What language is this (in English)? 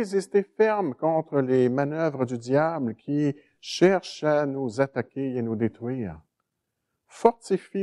French